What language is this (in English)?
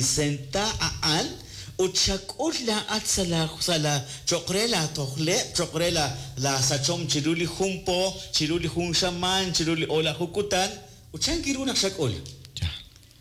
Kekchí